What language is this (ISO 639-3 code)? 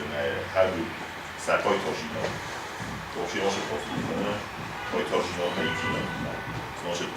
oss